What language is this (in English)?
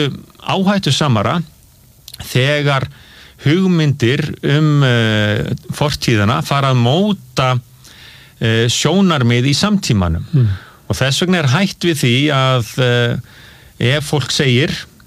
Icelandic